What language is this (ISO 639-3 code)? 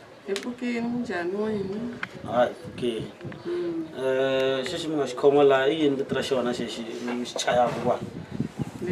tso